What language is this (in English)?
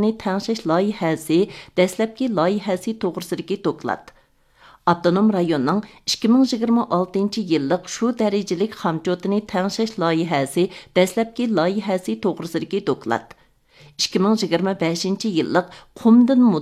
Uyghur